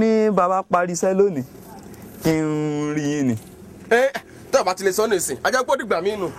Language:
Yoruba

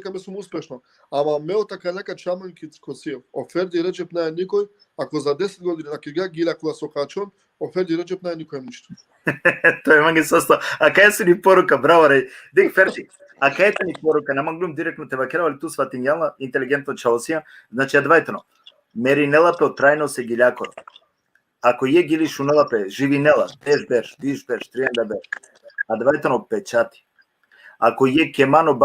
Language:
Balkan Romani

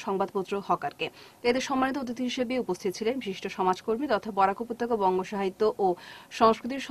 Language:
Bangla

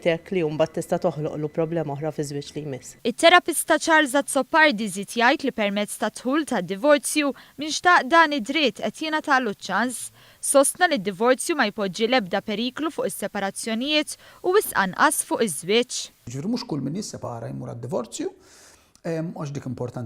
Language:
Maltese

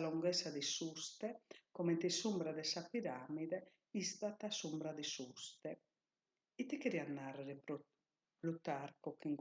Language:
Sardinian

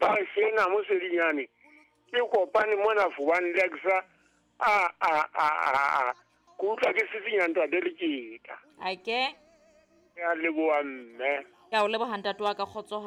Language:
Southern Sotho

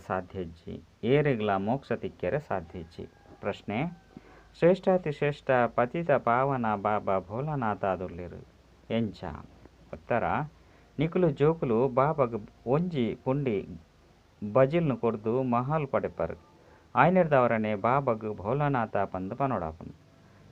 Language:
Tulu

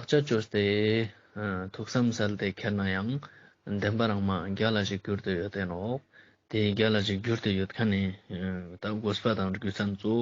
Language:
Ladakhi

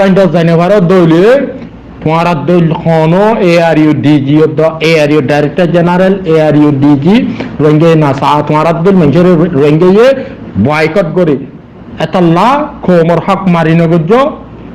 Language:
Rohingya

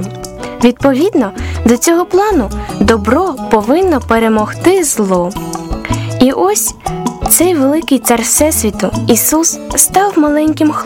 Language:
Ukrainian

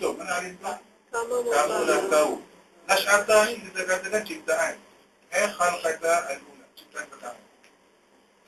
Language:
Malay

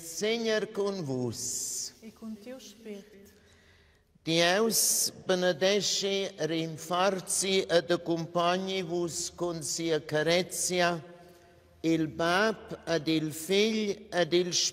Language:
Romansh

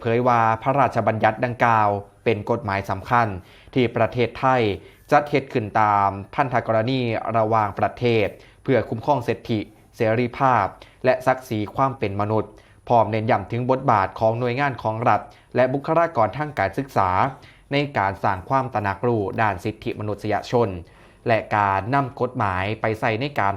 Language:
Northeastern Thai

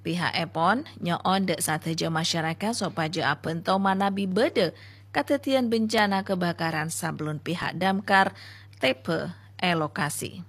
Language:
Madurese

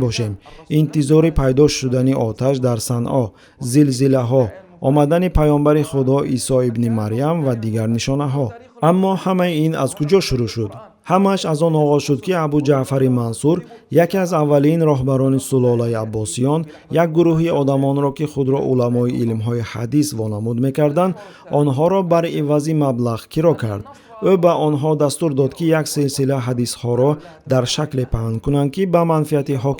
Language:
Tajik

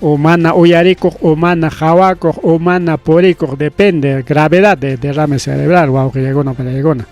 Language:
Ayacucho Quechua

